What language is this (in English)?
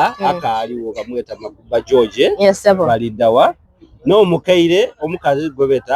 Soga